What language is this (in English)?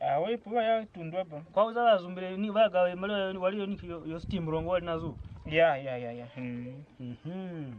Kwangali